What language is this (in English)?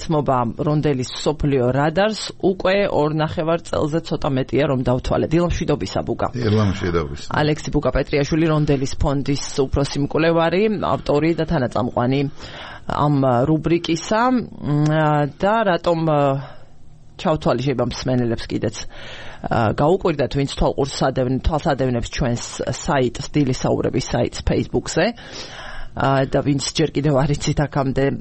Georgian